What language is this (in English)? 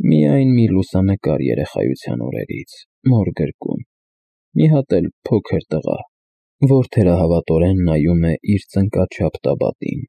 Armenian